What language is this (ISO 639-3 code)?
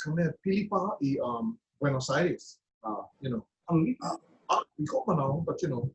haw